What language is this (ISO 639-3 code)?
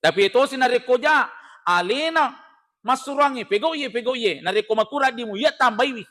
bug